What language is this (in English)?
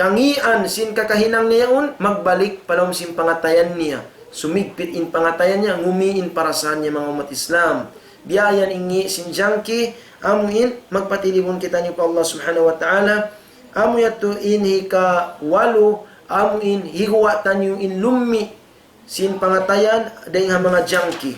Tausug